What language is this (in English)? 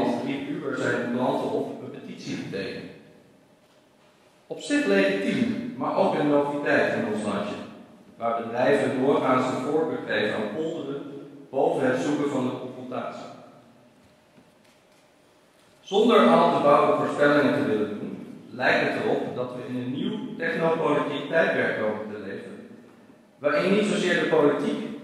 Dutch